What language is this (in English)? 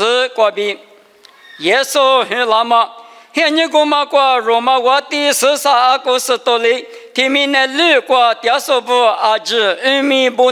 Lisu